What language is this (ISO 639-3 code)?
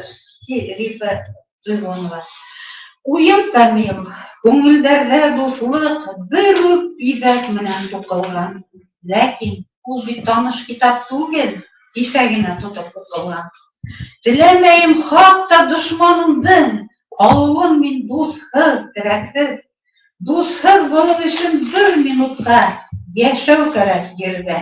bak